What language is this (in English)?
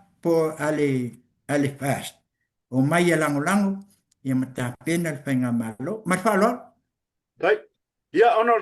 Samoan